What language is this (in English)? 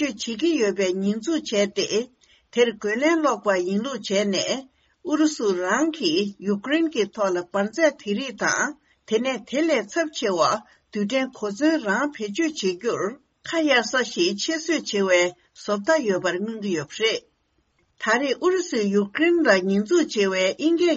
Tibetan